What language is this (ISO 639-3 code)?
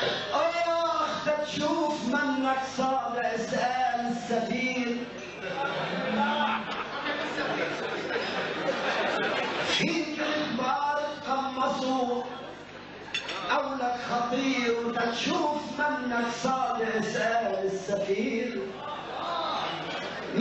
apc